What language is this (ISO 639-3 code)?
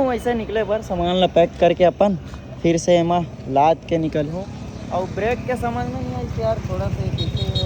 hne